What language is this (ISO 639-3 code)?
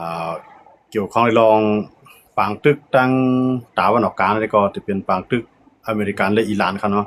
shn